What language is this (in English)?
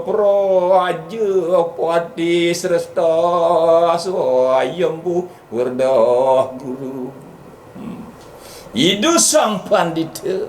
Balinese